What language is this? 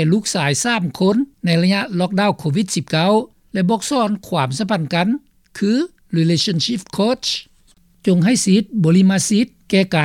Lao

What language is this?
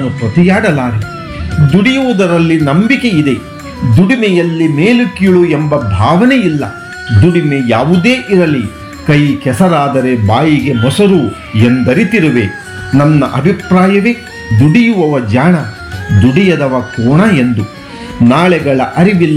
Kannada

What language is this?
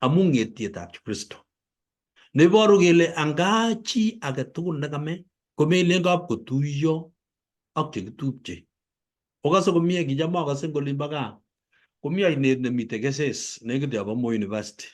Kalenjin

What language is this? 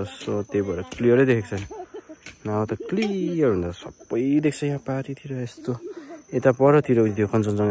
Nepali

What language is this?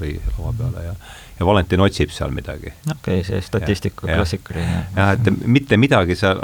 Estonian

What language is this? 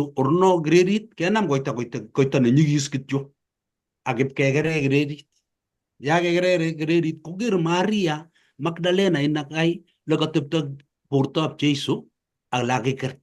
Kalenjin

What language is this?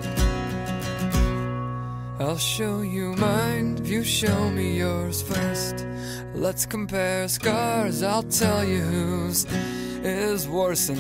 English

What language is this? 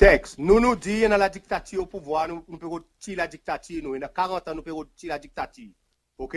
Seselwa Creole French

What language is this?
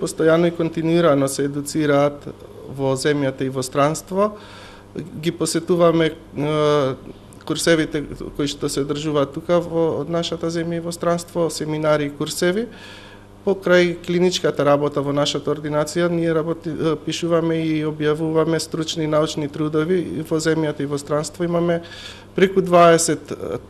Macedonian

